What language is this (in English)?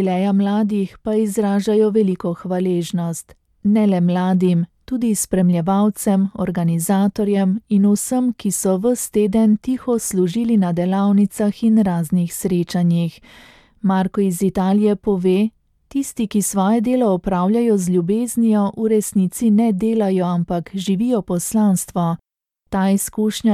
Slovenian